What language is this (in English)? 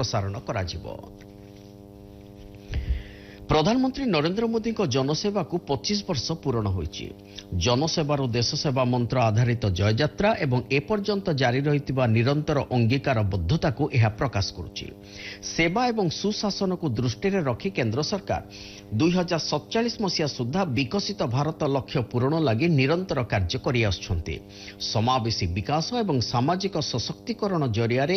Odia